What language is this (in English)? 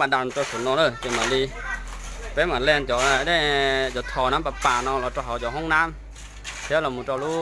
Hmong